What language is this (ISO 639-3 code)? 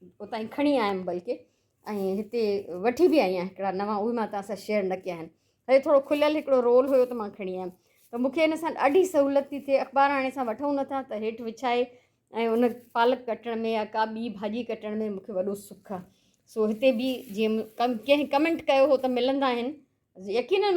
snd